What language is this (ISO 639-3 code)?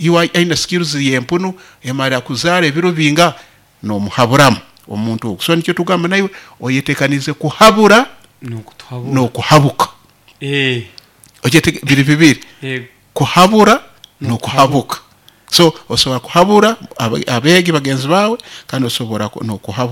nyo